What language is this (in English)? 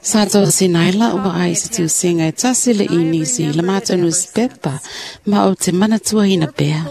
Samoan